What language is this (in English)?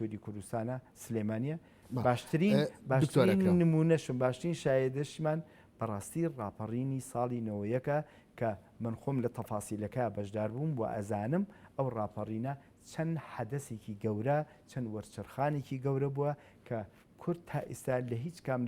Central Kurdish